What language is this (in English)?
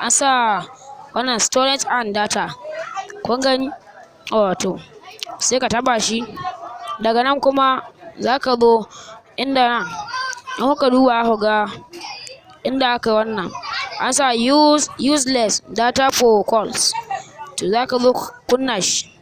Hausa